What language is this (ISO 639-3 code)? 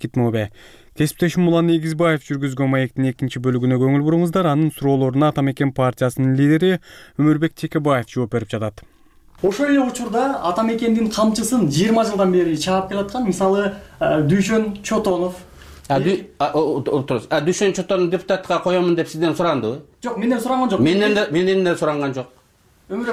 kir